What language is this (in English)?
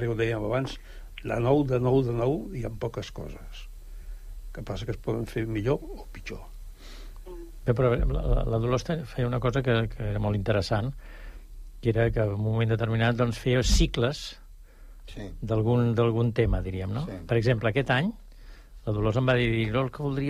Catalan